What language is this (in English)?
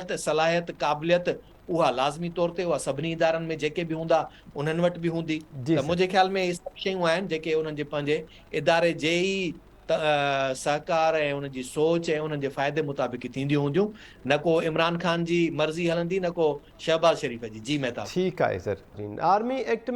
Sindhi